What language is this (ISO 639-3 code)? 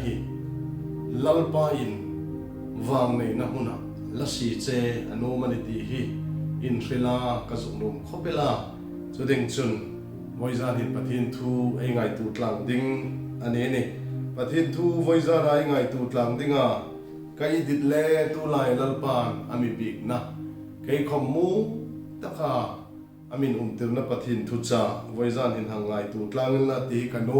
hmr